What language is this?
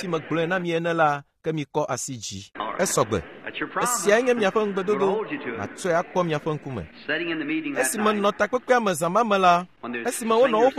Ewe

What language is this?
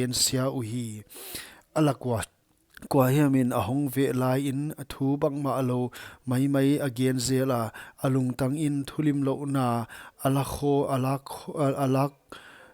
Paite Chin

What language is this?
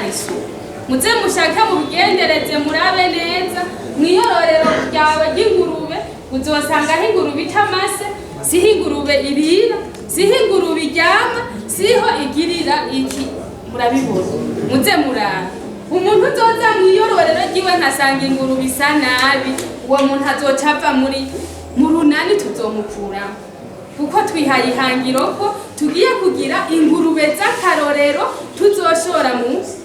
Rundi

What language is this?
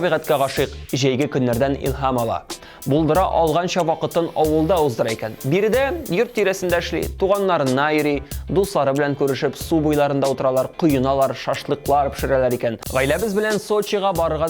Tatar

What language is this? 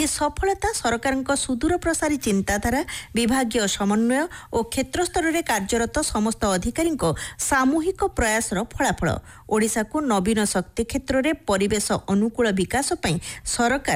Odia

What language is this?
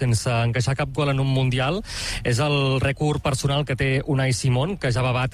Catalan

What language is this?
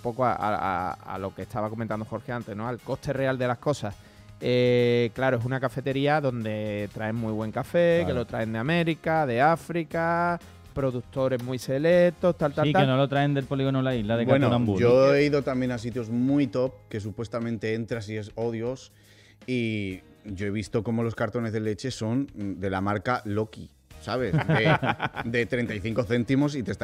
Spanish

